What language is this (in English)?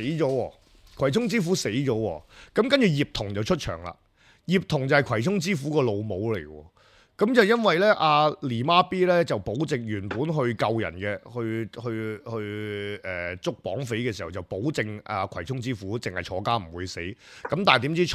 Cantonese